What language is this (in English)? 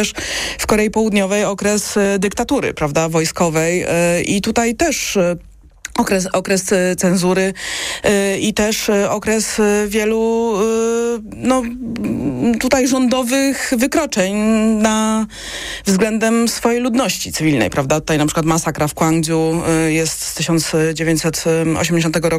Polish